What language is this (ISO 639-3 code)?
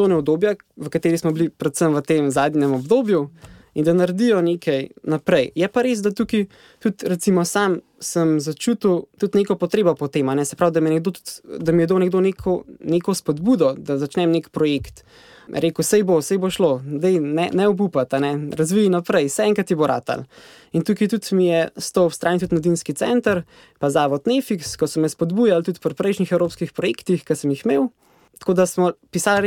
slv